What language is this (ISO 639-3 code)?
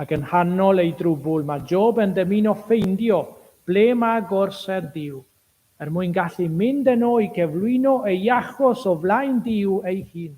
cym